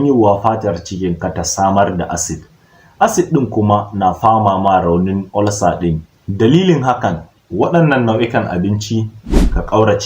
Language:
Hausa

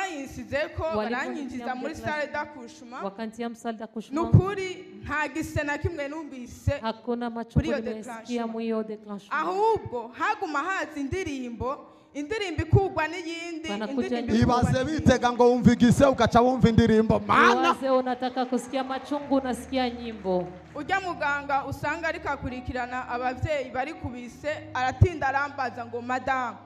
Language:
Rundi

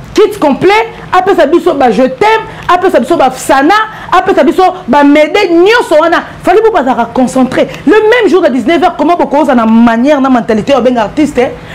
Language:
Lingala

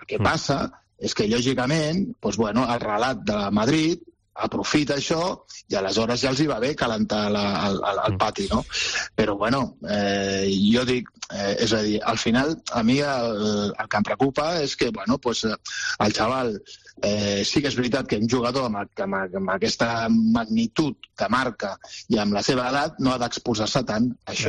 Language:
Catalan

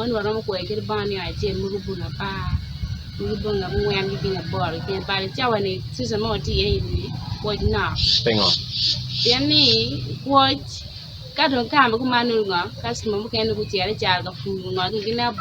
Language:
Acoli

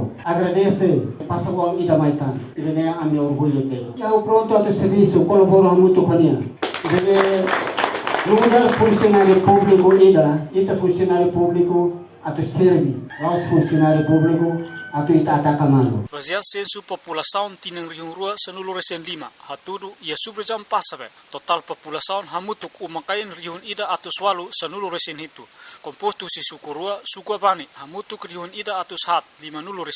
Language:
Tetum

